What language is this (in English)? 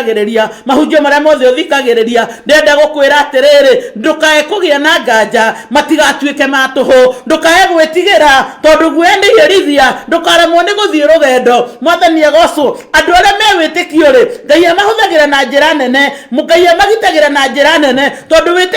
Kikuyu